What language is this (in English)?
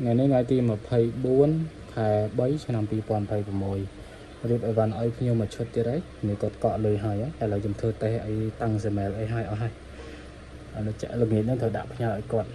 Khmer